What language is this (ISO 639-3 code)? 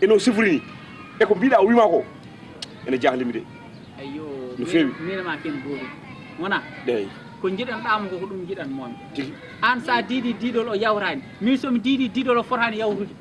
ful